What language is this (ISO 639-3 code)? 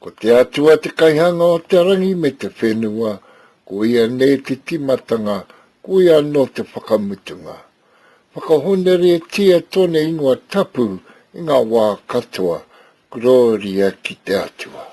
mri